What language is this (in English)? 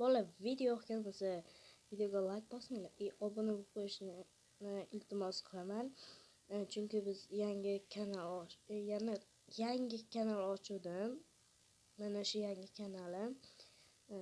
Uzbek